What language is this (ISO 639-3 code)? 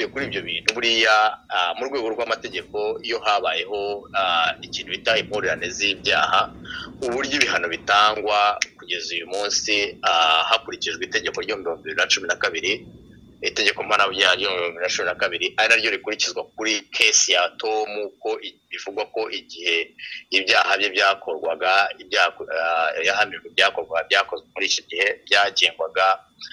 kin